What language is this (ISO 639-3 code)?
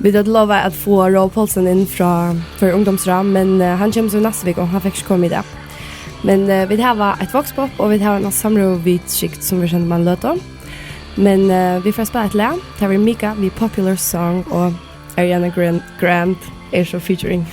fao